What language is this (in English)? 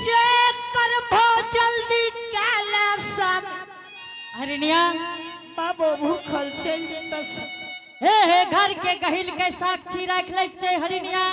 Angika